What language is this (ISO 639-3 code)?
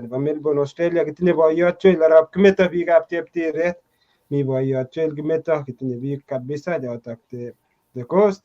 kln